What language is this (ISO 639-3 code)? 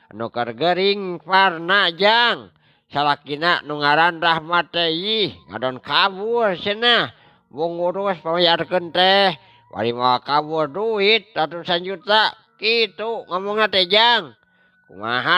sun